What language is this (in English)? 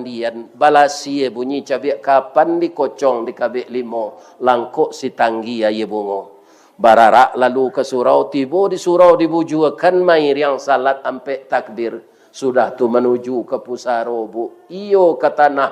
Minangkabau